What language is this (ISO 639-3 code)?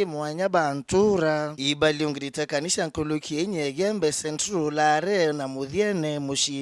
mer